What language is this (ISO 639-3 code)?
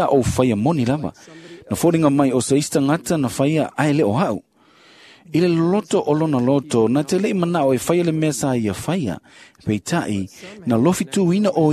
smo